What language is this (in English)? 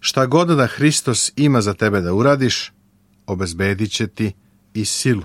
Serbian